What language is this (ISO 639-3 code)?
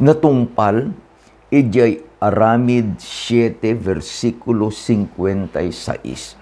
ilo